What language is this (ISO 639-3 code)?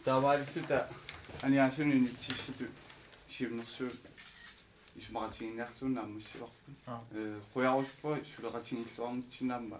kal